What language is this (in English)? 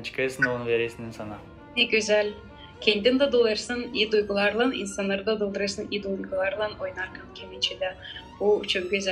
Gagauz